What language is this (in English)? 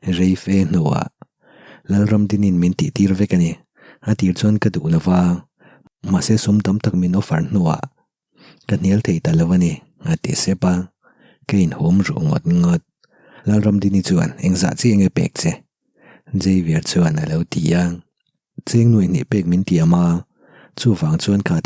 Mizo